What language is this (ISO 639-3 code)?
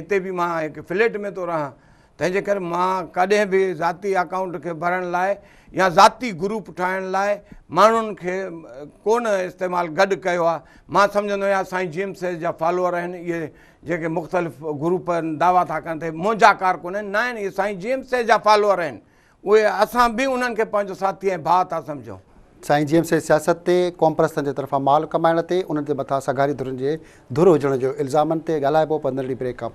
snd